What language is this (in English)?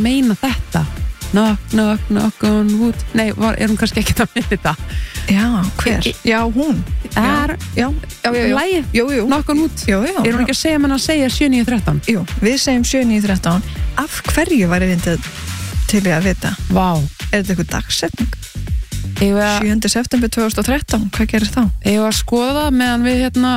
Icelandic